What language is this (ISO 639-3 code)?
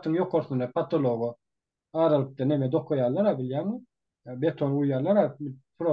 tuk